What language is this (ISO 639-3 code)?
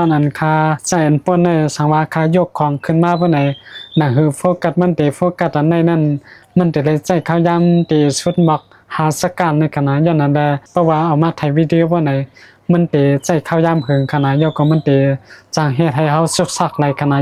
shn